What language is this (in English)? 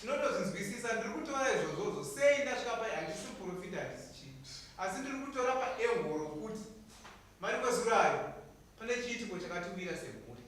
Shona